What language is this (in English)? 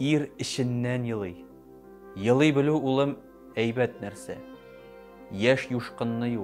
Tatar